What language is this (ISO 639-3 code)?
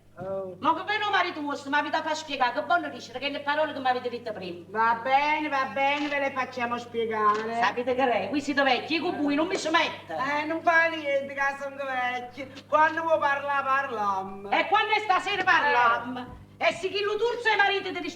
nap